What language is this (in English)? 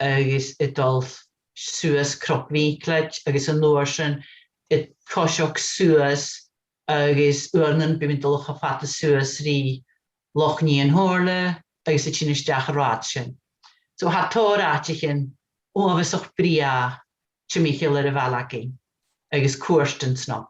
Scottish Gaelic